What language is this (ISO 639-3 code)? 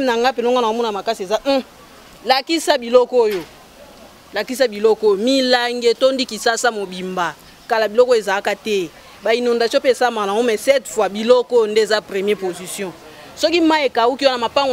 lin